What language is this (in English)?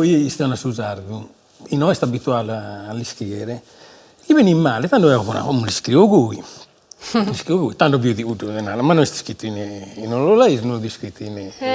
Sardinian